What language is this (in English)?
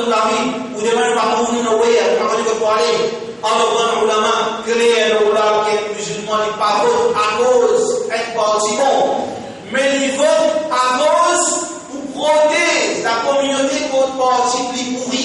Morisyen